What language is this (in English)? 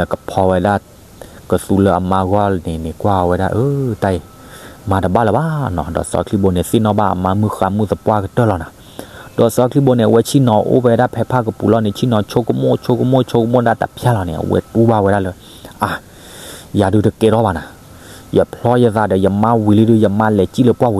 S'gaw Karen